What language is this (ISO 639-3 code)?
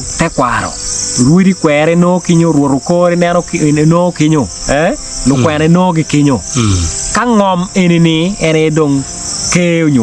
ach